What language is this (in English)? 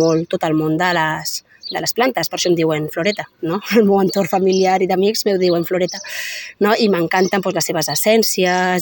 Catalan